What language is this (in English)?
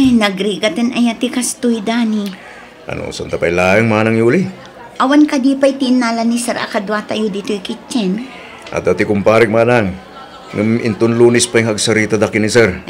Iloko